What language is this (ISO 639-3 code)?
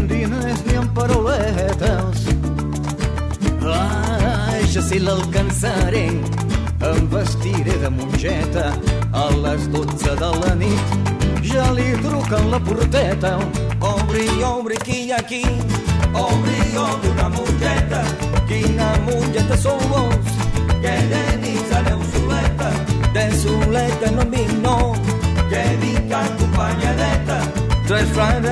cat